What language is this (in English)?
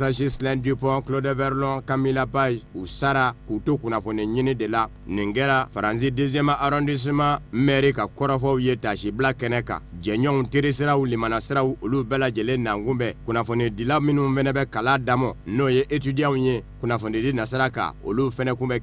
Bambara